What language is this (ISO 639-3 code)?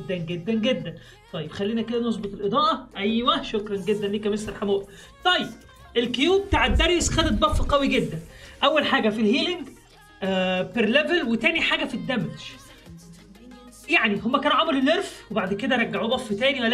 arz